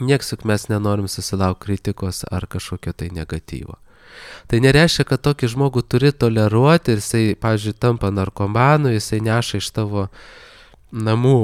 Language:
Lithuanian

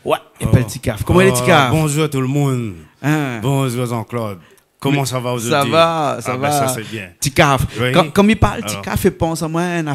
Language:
Réunion Creole French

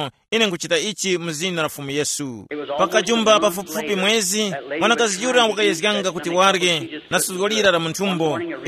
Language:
Tumbuka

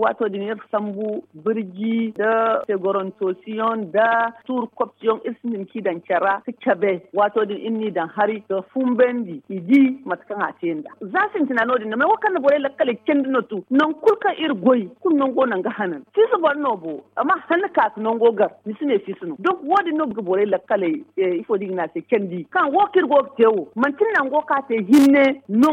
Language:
Zarma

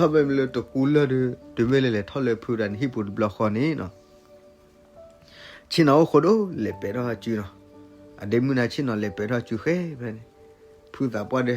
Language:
S'gaw Karen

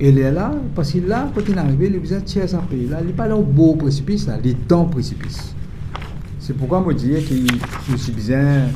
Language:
Morisyen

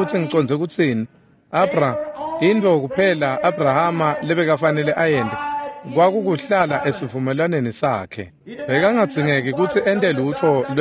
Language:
Swati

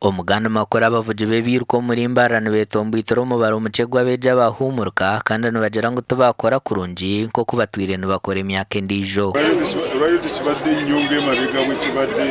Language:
Nyankole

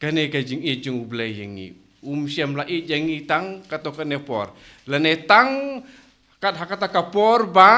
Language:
Khasi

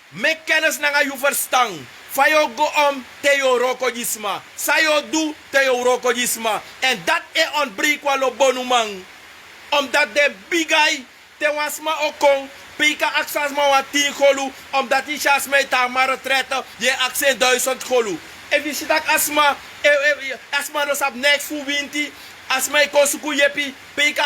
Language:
Sranan Tongo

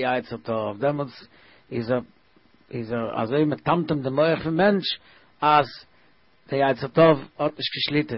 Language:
Yiddish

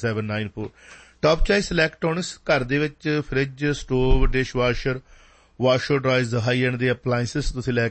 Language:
Punjabi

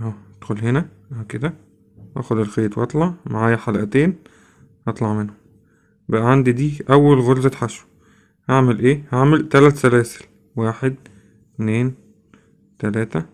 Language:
Egyptian Arabic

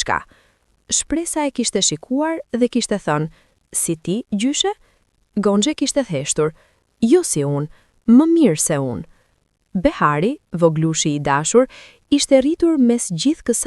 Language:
Albanian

